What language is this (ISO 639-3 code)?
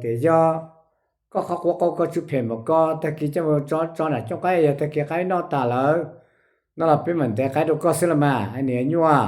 hmn